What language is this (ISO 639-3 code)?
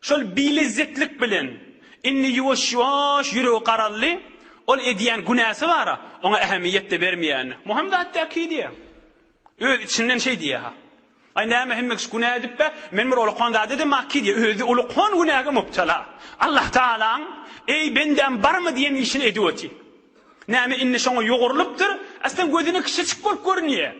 tuk